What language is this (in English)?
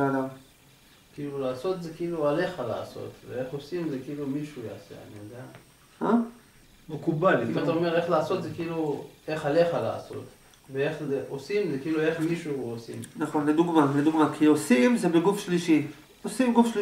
Hebrew